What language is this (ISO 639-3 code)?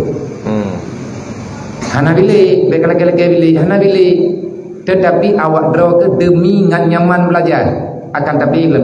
msa